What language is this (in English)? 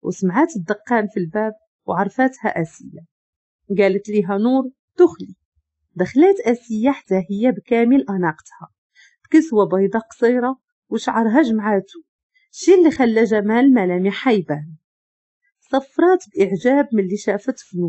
Moroccan Arabic